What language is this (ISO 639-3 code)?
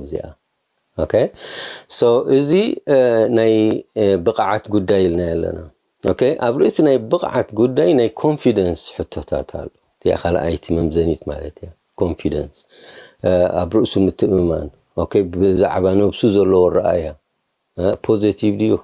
tir